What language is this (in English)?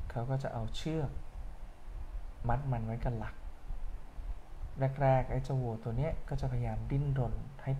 Thai